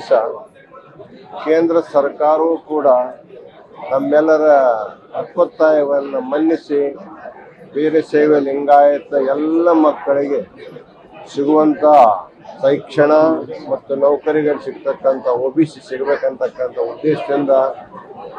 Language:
Kannada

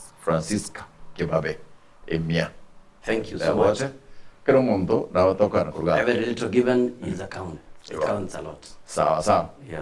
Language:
Gusii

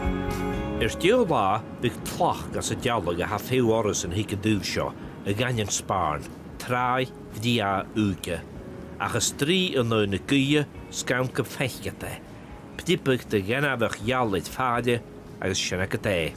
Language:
Scottish Gaelic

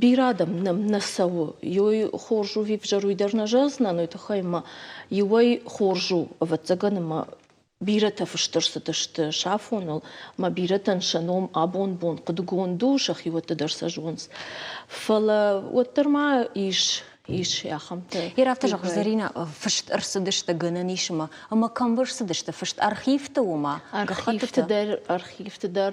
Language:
Ossetic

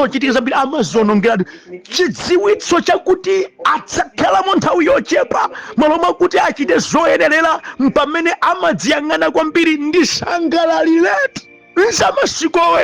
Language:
Nyanja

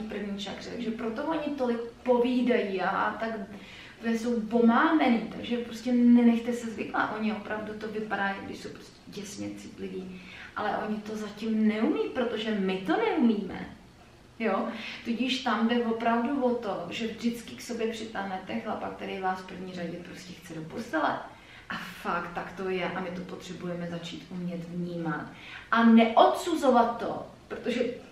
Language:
Czech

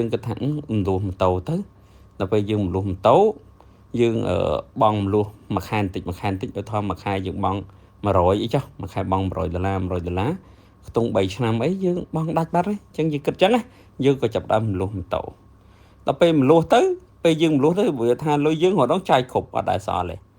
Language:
Khmer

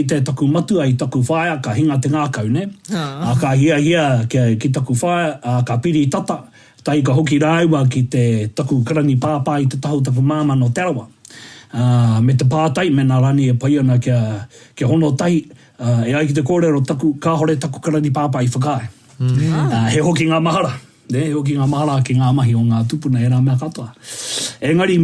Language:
Māori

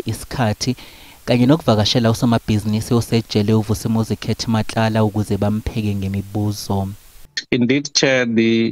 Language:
Zulu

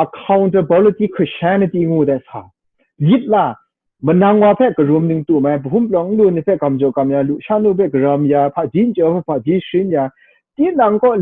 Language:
Kachin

